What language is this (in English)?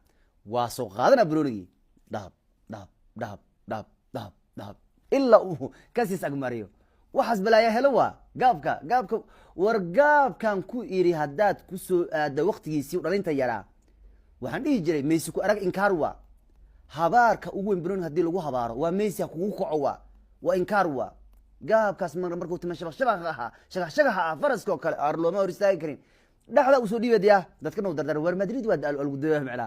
Somali